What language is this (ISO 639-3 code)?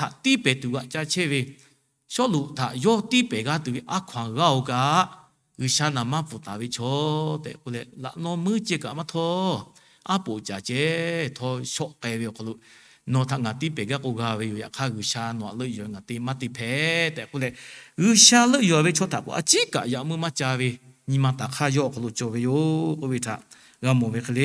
lhu